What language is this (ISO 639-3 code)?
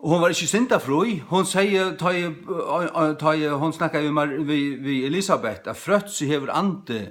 fao